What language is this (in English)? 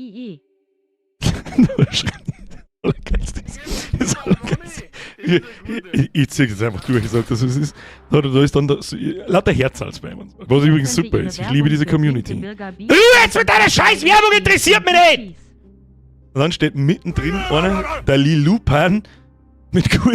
Bavarian